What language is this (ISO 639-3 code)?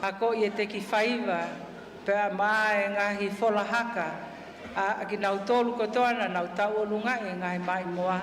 ton